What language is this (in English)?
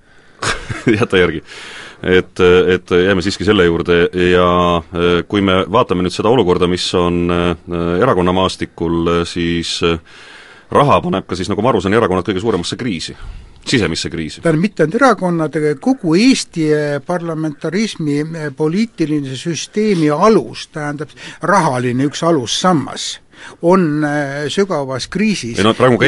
Estonian